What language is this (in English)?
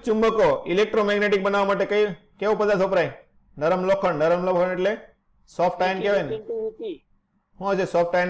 Gujarati